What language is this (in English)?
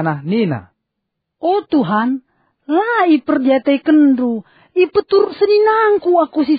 Batak Karo